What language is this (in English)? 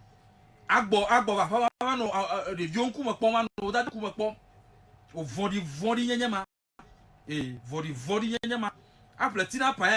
Ewe